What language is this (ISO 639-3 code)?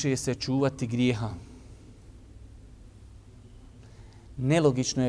bos